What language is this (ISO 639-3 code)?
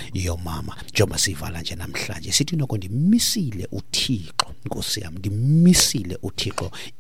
xho